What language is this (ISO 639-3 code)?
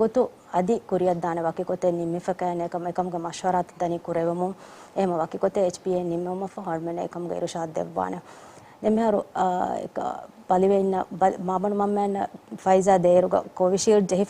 div